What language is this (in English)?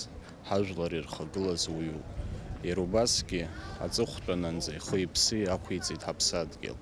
Abkhazian